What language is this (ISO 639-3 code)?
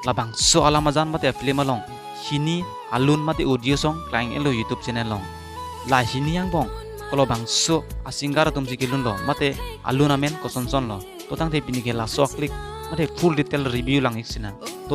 mjw